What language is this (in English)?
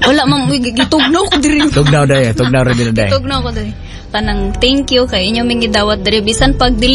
Cebuano